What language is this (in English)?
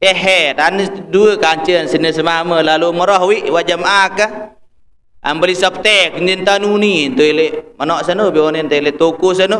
Sasak